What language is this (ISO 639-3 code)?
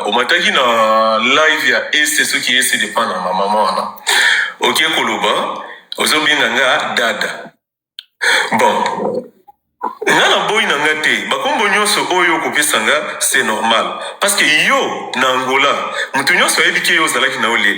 lin